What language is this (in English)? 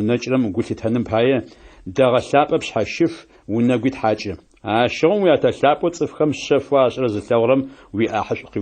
Adyghe